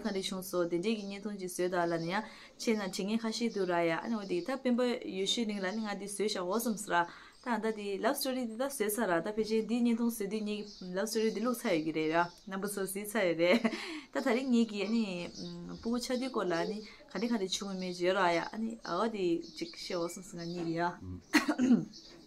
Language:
Tibetan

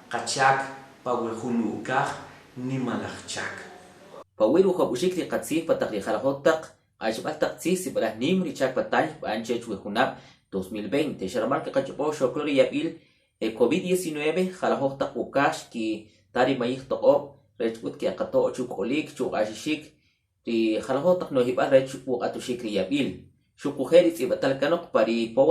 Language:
Kʼicheʼ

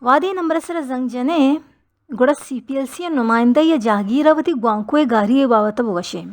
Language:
Baluchi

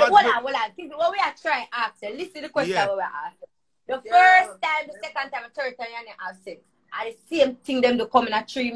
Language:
Jamaican Creole English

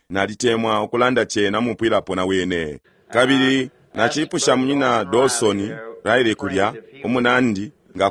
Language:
Bemba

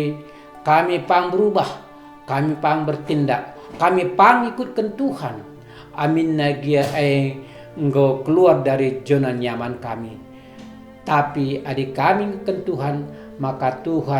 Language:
Batak Karo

